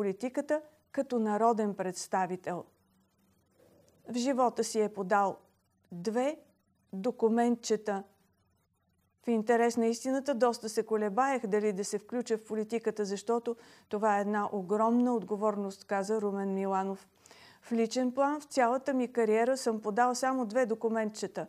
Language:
Bulgarian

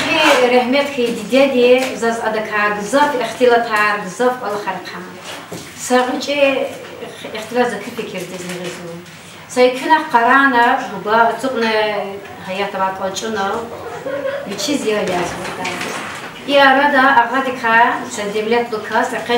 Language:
Lezghian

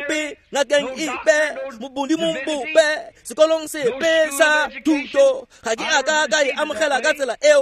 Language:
Tswana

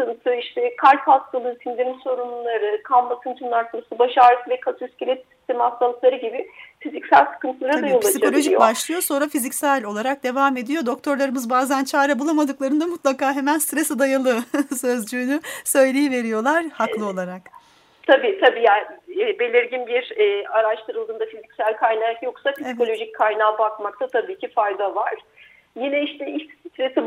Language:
Turkish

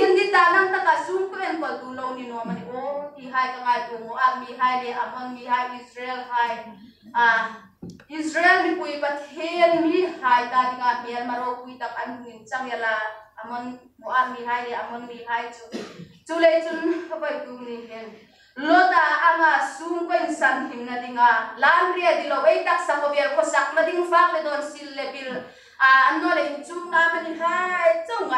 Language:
Hmar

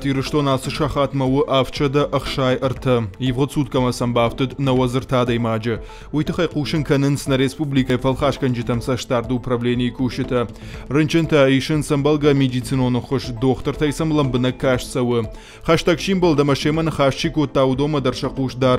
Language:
Ossetic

